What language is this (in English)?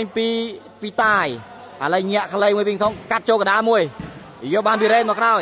Khmer